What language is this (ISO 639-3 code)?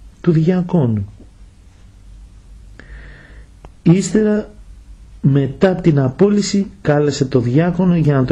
ell